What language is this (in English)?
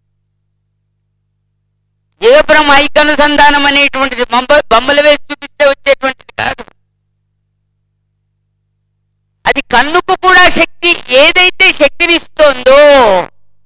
Telugu